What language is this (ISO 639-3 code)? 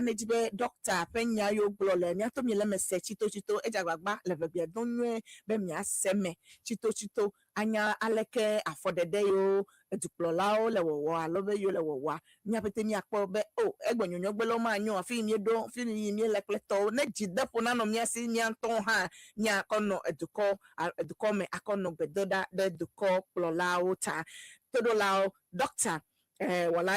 ewe